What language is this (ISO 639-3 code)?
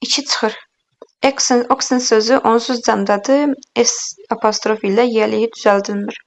aze